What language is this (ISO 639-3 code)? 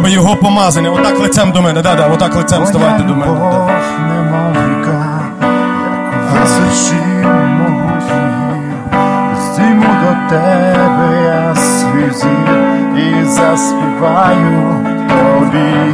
ukr